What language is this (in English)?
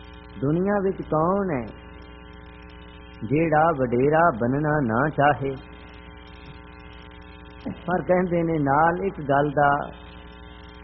Punjabi